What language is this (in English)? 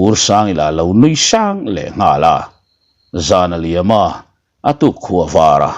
Mizo